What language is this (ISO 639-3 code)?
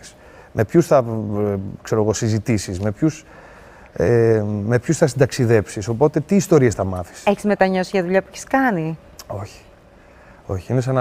ell